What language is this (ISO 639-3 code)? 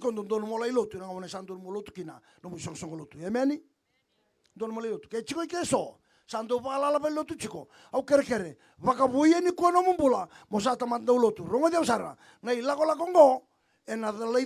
fij